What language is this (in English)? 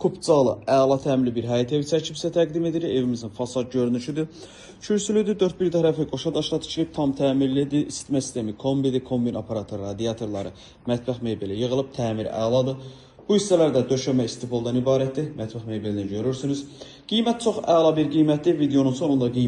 Azerbaijani